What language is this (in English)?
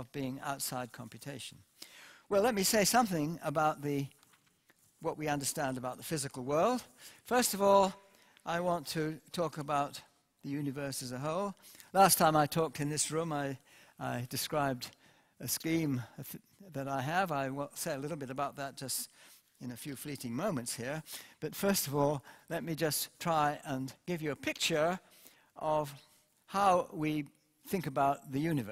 English